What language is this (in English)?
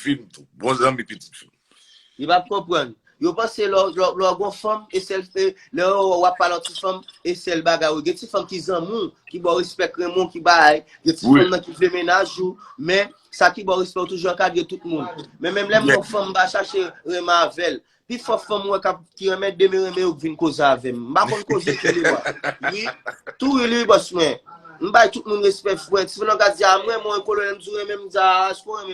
Haitian Creole